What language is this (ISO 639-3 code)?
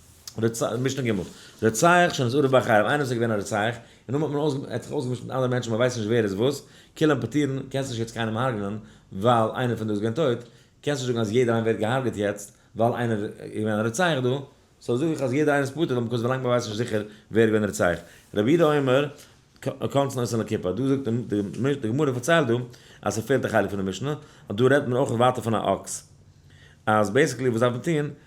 yid